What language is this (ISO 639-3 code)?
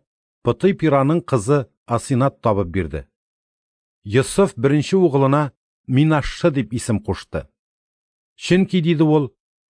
tat